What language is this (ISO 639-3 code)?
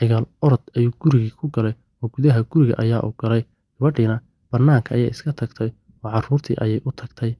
som